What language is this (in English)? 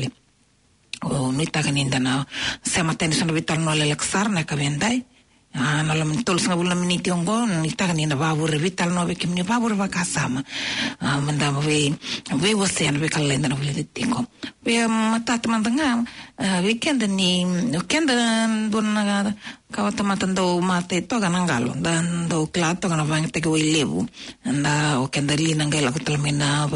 Fijian